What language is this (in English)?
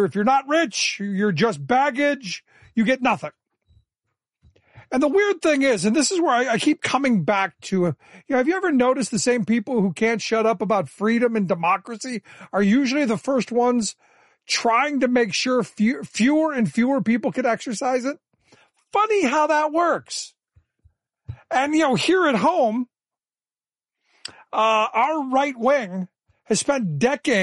English